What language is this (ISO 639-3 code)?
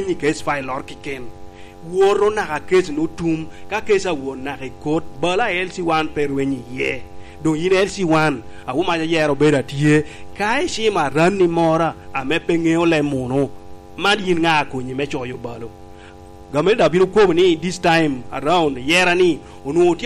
laj